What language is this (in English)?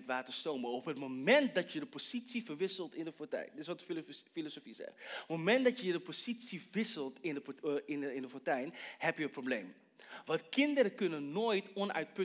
Dutch